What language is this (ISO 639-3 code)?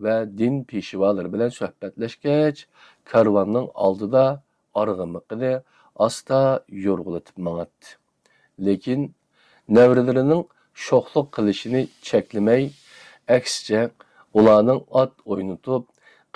uig